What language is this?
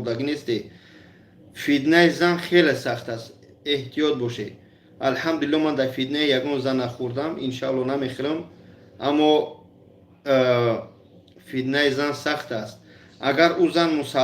Tajik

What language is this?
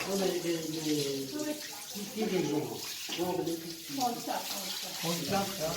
Morisyen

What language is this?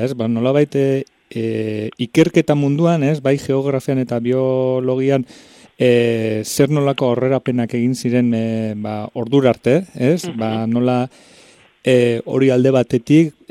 Basque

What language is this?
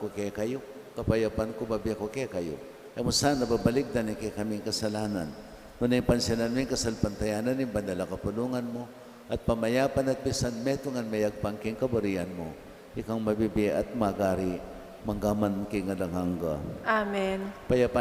Pampanga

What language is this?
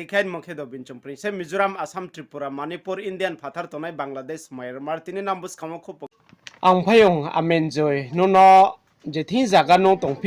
Riang (India)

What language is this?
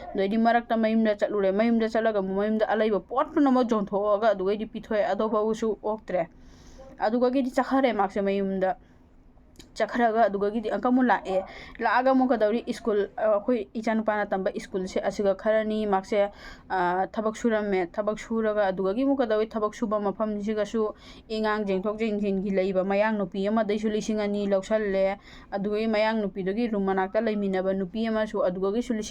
Manipuri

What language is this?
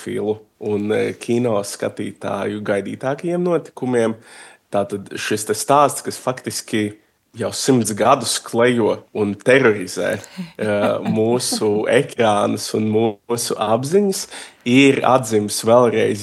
Latvian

